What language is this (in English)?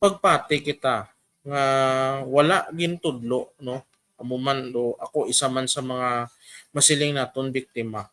Hiligaynon